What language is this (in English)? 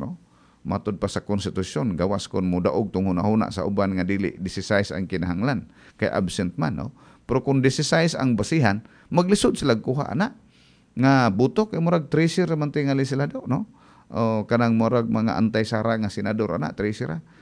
Cebuano